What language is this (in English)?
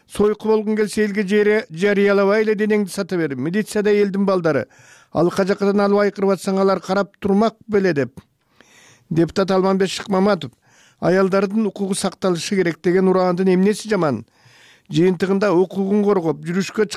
Kyrgyz